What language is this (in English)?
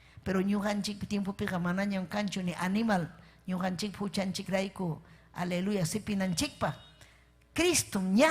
Ayacucho Quechua